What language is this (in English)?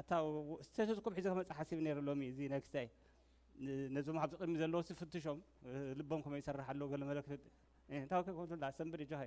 Tigrinya